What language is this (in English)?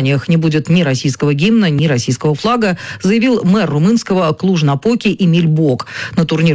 Russian